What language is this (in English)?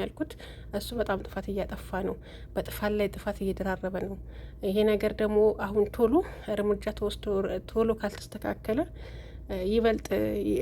Amharic